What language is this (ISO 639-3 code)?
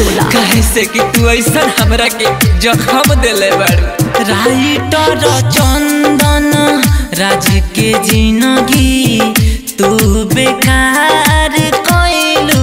bho